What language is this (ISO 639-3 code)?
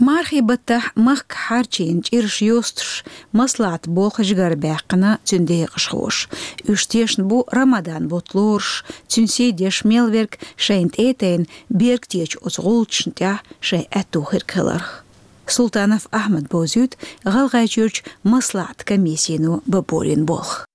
che